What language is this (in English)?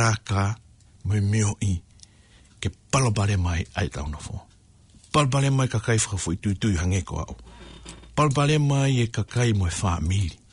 Tongan